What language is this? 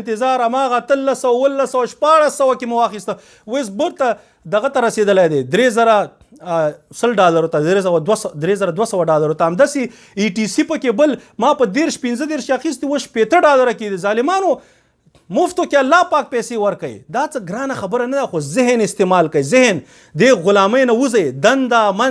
Pashto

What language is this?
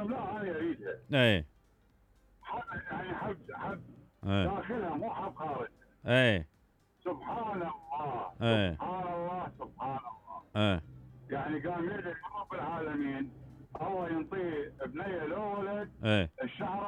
Mesopotamian Arabic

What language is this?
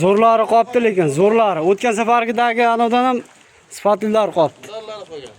Uzbek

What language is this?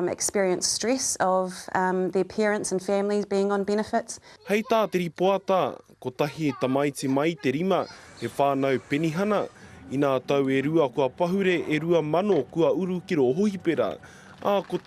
Māori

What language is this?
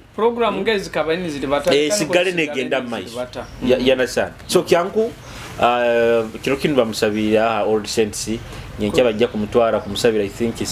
Nyoro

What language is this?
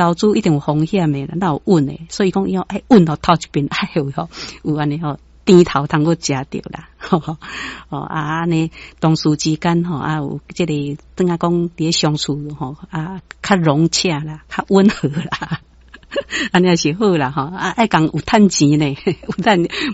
Min Nan Chinese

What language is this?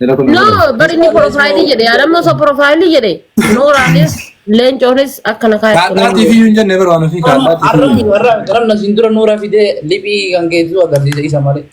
Oromo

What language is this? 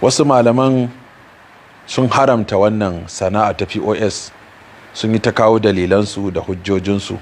Hausa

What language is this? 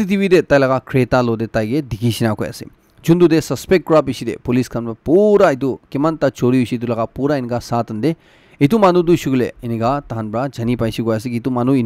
Naga Pidgin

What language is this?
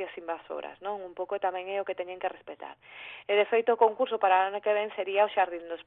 Galician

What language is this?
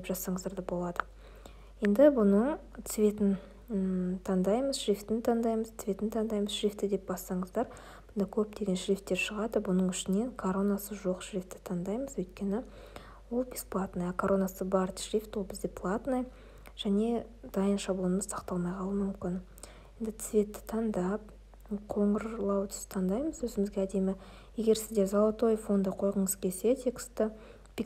Kazakh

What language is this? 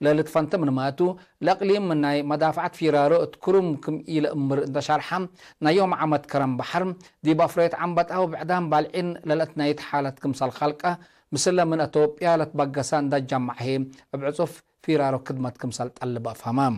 Tigre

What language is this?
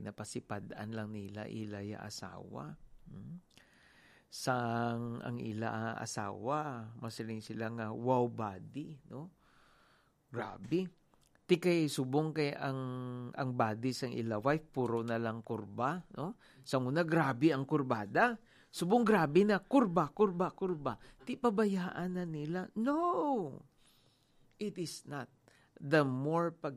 Hiligaynon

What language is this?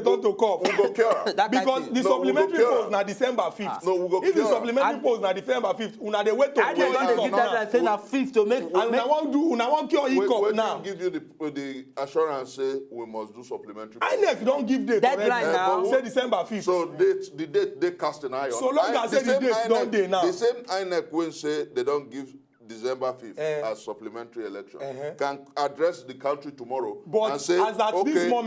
Nigerian Pidgin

